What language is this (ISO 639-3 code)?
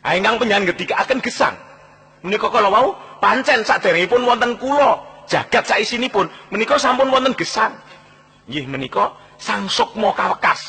jav